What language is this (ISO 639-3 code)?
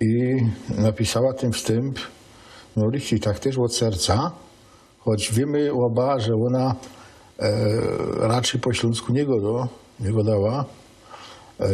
szl